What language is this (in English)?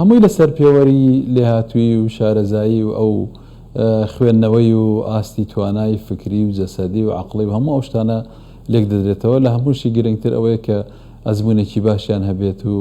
Central Kurdish